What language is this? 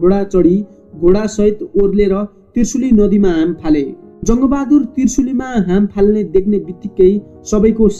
Nepali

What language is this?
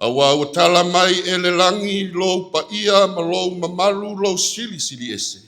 Samoan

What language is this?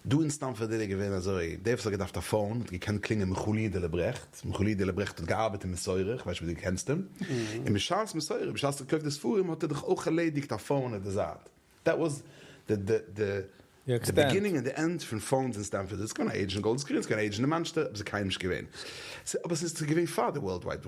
Yiddish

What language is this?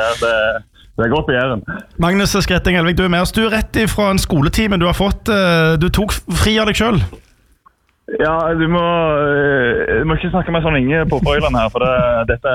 Norwegian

